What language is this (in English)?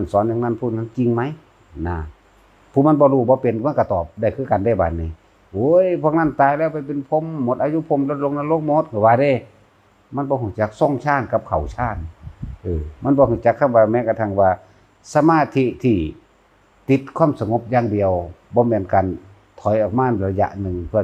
Northeastern Thai